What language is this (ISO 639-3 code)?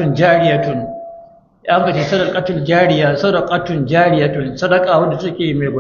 hau